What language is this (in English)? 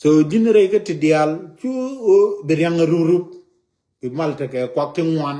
Nuer